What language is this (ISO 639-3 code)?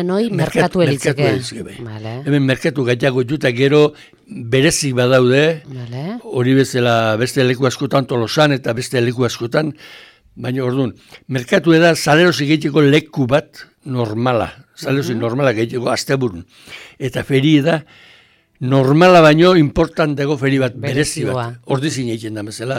eus